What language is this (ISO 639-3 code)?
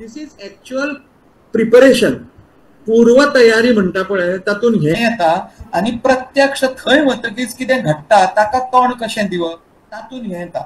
kok